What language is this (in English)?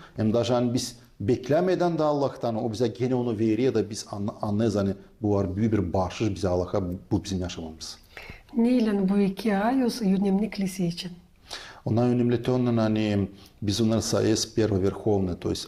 Gagauz